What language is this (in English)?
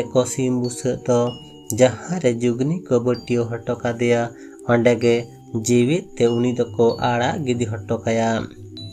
Santali